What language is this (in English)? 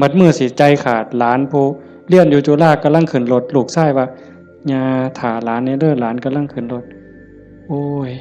Northeastern Thai